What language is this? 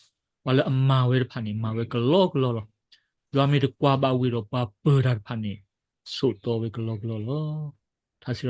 S'gaw Karen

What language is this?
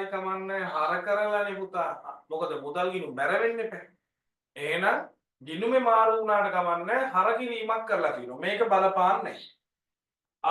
Sinhala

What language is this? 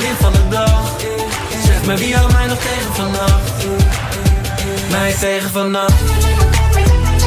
Dutch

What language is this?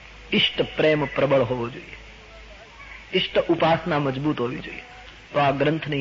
Gujarati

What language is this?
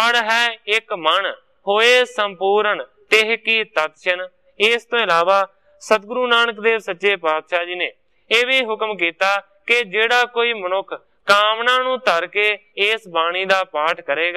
Punjabi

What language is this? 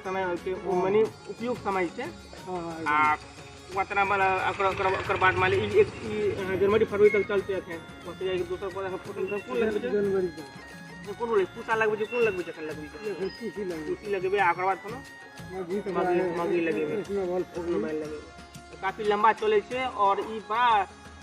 Maithili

